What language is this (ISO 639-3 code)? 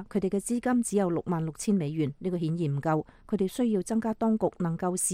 yue